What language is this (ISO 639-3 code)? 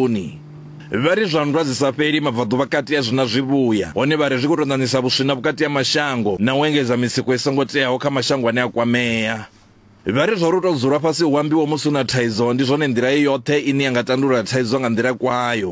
ven